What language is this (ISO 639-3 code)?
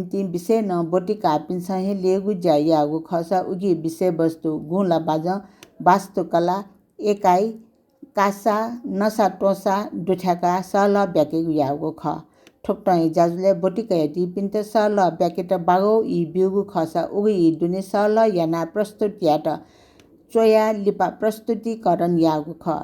new